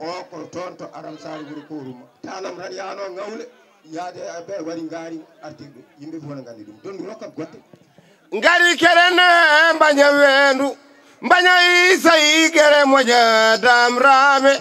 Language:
Fula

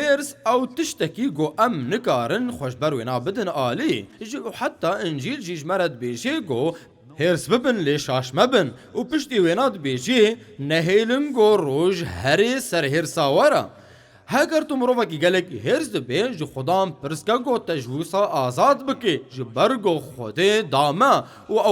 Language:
Kurdish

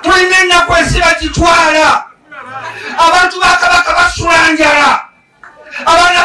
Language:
Ganda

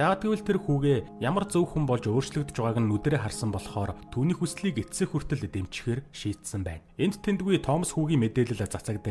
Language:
Mongolian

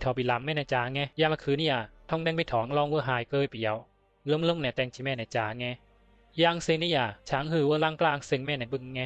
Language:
Bisu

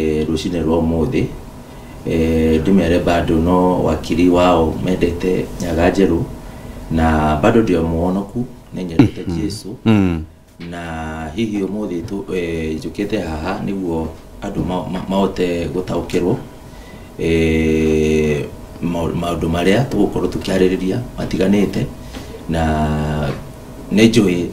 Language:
Kikuyu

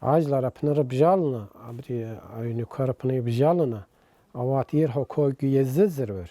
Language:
Abkhazian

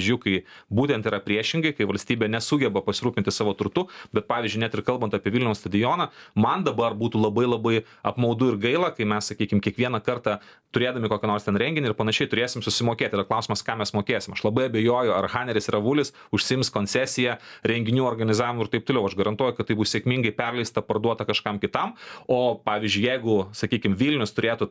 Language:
Lithuanian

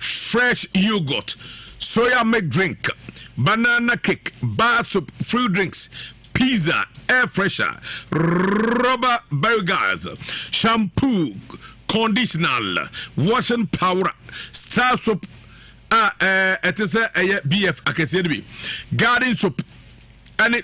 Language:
Akan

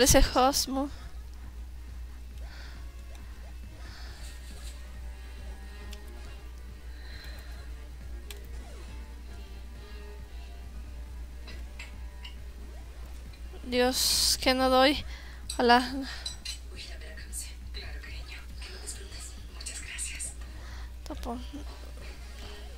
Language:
Spanish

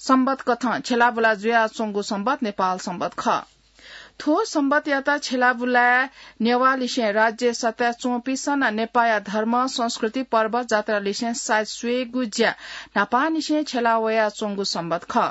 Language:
Newari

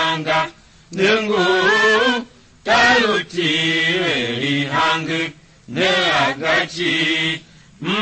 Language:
Tiv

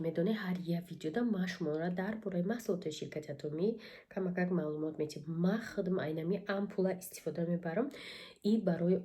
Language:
Tajik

